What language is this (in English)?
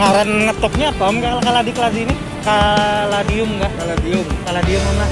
Banjar